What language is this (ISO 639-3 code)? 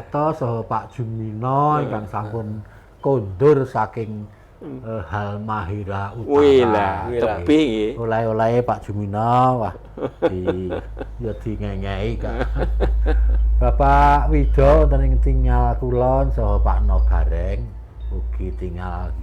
jav